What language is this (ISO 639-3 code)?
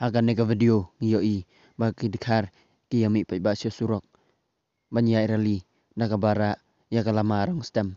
kha